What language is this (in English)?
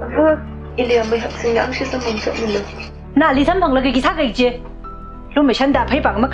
Tangkhul Naga (India)